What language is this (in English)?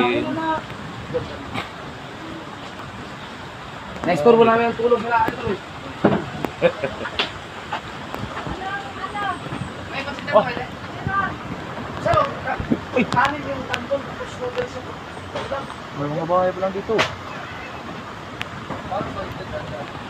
Filipino